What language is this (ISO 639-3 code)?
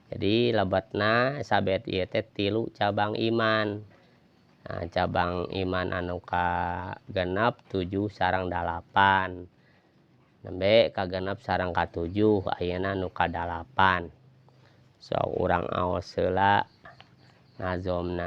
sun